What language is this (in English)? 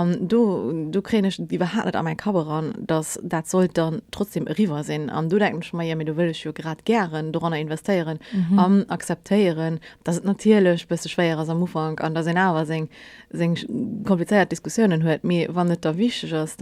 Luxembourgish